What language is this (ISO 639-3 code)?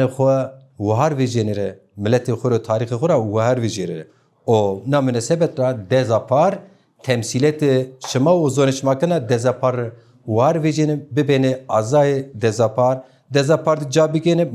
zza